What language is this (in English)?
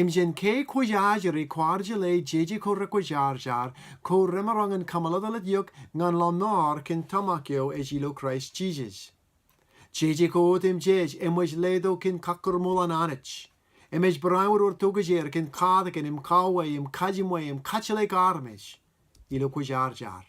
Marshallese